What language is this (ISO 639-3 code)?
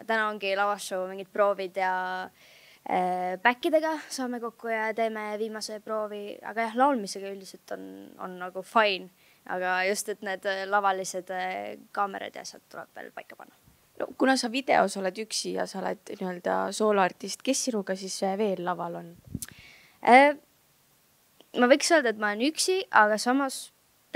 est